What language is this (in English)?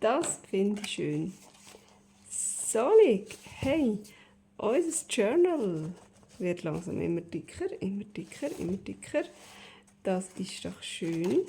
Swiss German